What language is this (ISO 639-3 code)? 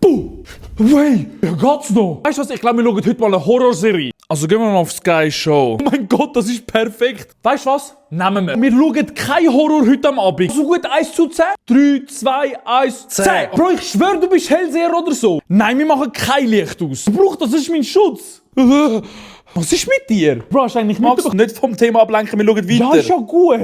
gsw